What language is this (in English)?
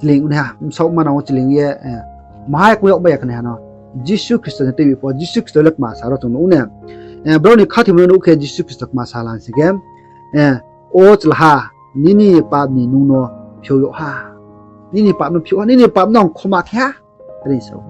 Riang (India)